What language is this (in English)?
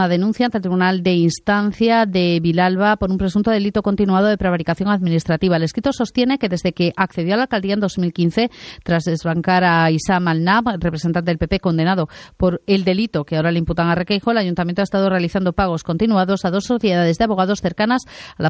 Spanish